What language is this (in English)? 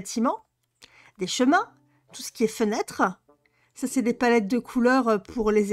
French